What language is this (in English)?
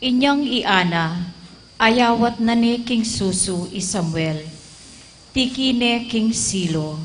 Pampanga